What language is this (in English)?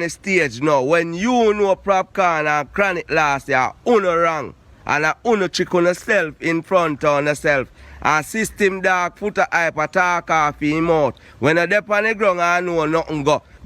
Jamaican Creole English